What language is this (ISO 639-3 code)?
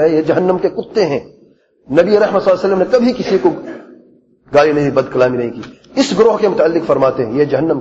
urd